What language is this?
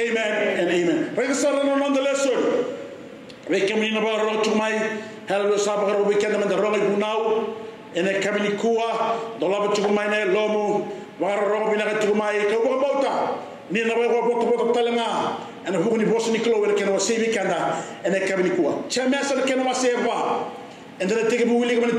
Fijian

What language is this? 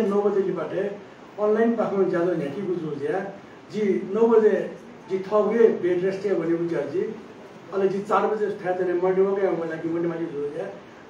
Newari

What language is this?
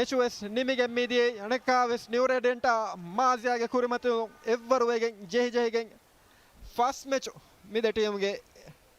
Divehi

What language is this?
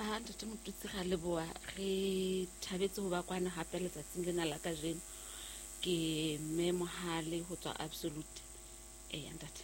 Southern Sotho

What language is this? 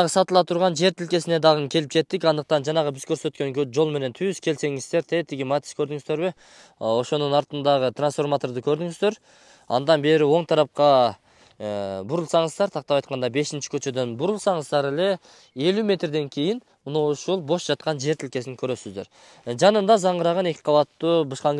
Kyrgyz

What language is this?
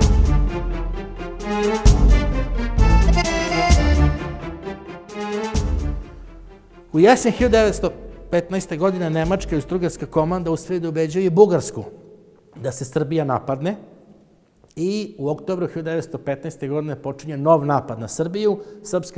Serbian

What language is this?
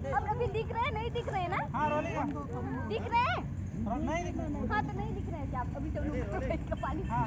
Santali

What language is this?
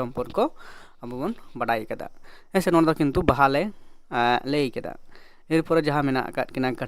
Santali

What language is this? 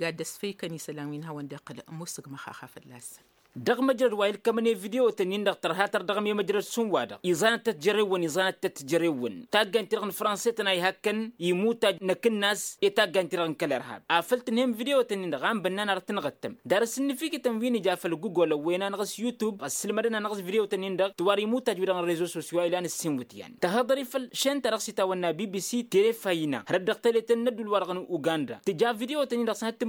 Tamasheq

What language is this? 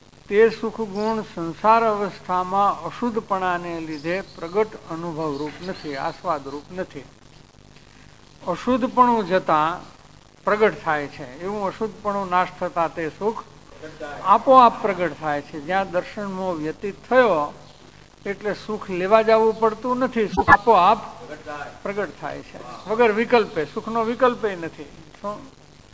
Gujarati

